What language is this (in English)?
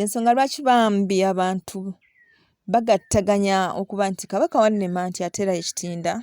Ganda